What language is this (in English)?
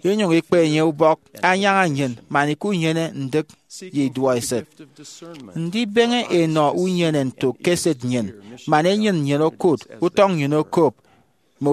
Efik